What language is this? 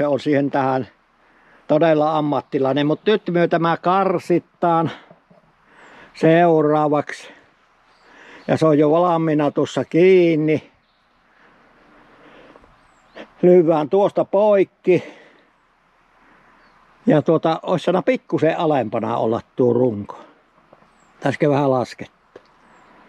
Finnish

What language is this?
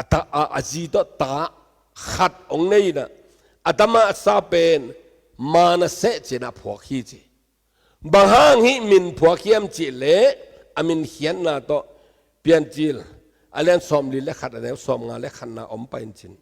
Tedim Chin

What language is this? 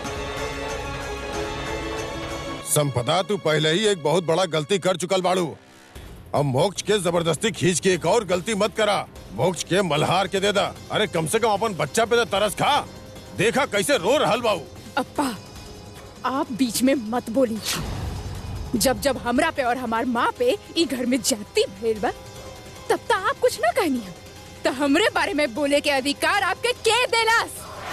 Bhojpuri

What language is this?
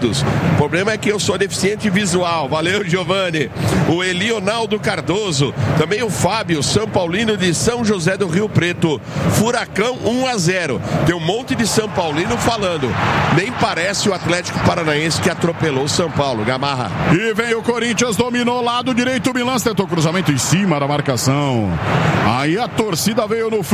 Portuguese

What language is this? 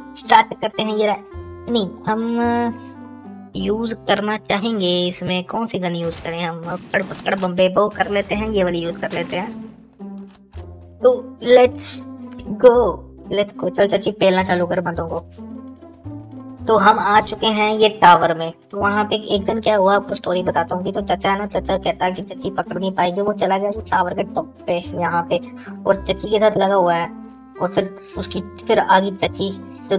Hindi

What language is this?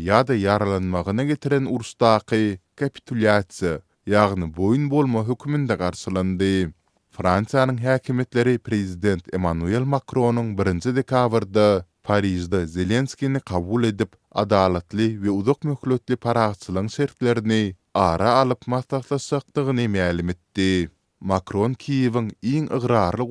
Turkmen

